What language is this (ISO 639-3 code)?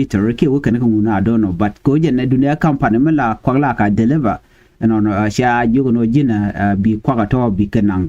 nus